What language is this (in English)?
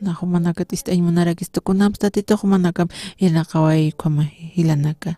Aymara